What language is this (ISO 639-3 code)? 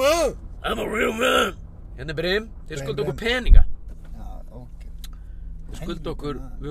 isl